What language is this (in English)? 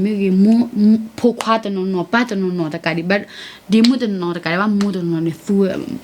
S'gaw Karen